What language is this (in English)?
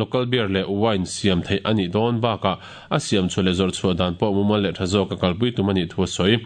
Mizo